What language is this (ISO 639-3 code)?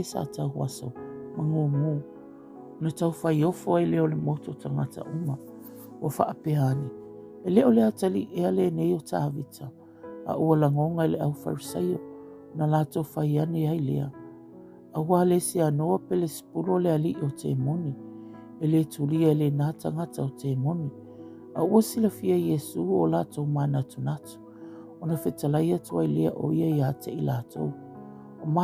smo